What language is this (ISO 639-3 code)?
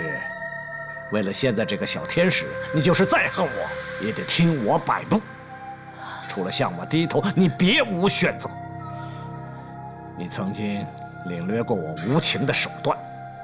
zho